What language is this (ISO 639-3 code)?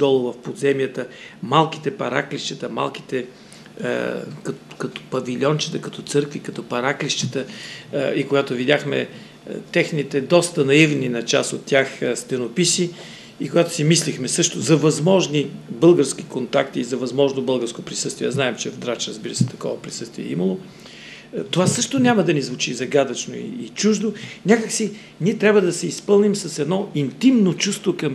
bul